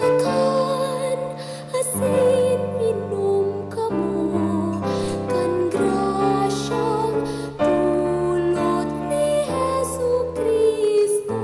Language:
Bikol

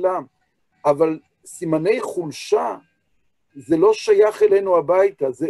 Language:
Hebrew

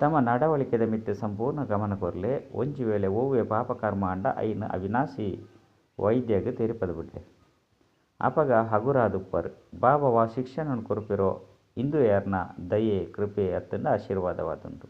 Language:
Tulu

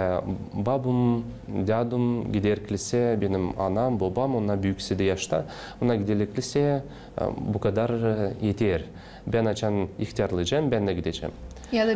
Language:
Gagauz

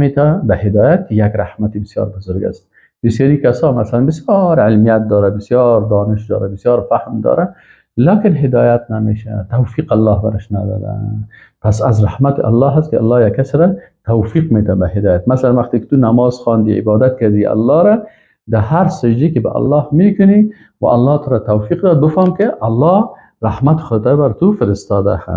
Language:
Persian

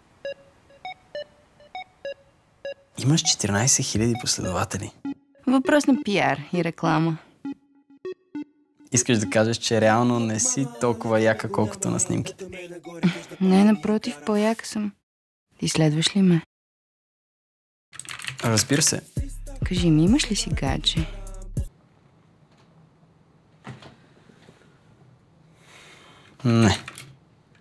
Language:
Bulgarian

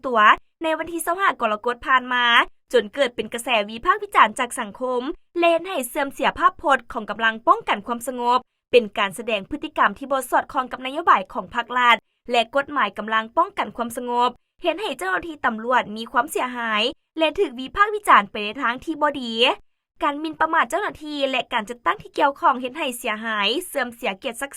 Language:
Lao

